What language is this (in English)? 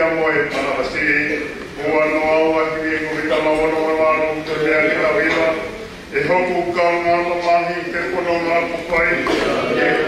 Tongan